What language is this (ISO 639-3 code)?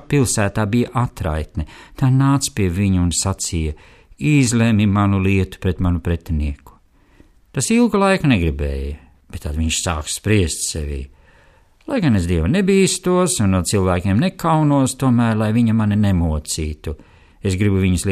lav